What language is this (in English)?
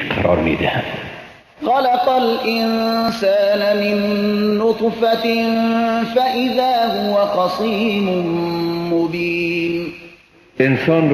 Persian